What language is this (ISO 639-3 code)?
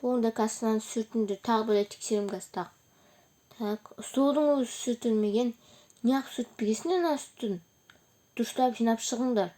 kaz